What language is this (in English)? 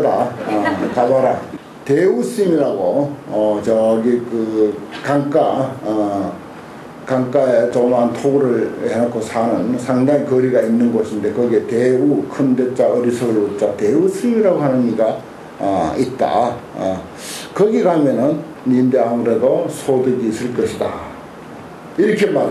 Korean